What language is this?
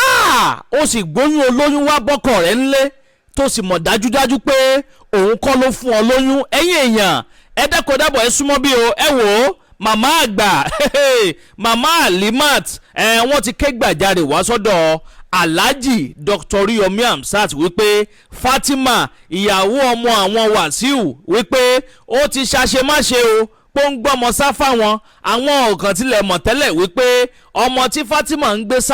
Yoruba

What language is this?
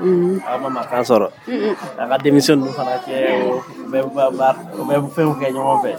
Dyula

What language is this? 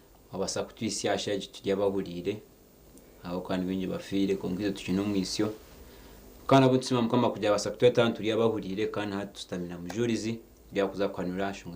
Nyankole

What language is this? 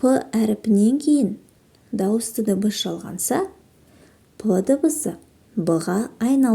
Kazakh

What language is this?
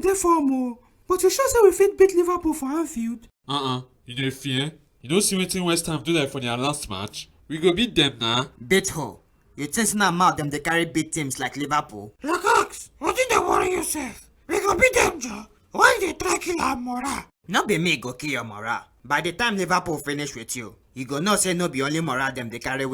Nigerian Pidgin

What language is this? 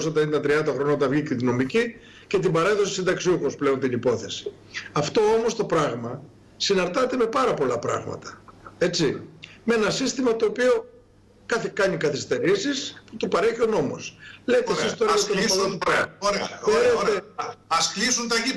Greek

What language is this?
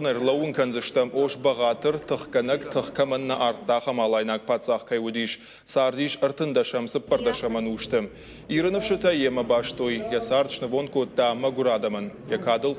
Ossetic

